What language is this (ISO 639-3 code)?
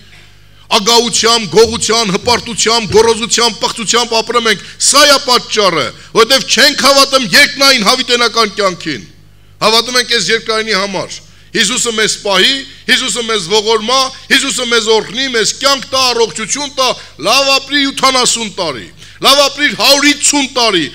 hye